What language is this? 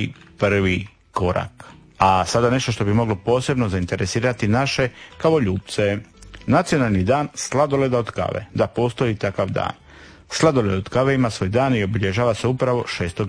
Croatian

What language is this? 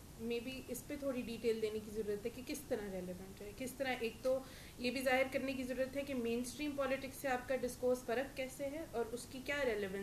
Urdu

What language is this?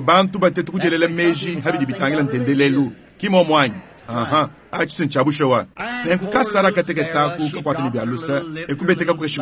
Luba-Lulua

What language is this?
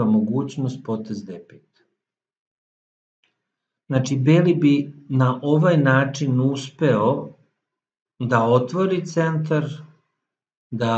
Serbian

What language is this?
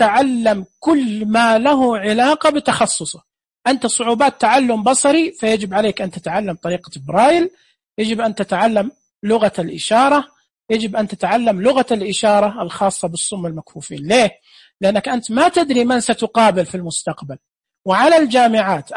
Najdi Arabic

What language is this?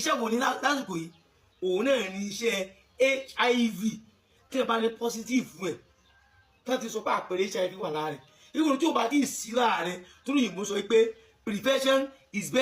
Yoruba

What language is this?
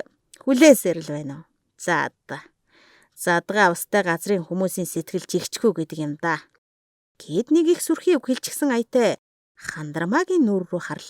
Mongolian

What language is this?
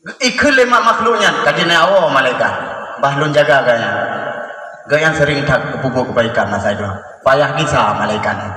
Achinese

